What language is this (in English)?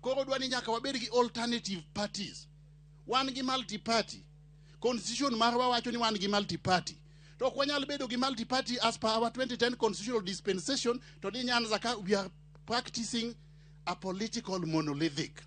Luo (Kenya and Tanzania)